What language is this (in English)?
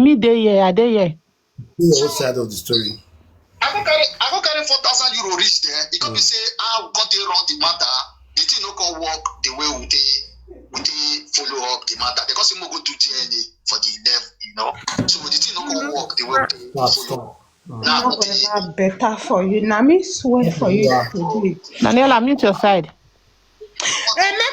Nigerian Pidgin